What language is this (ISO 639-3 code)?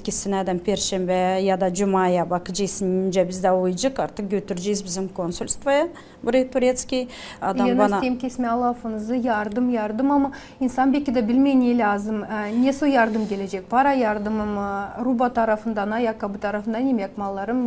gag